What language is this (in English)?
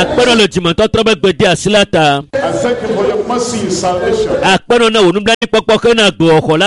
Ewe